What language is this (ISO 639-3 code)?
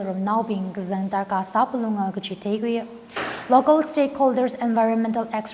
nmf